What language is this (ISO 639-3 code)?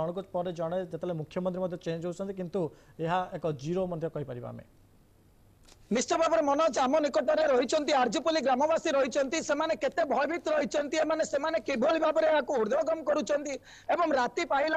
ori